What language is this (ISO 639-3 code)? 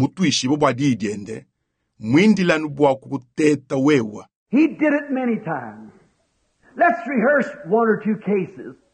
lua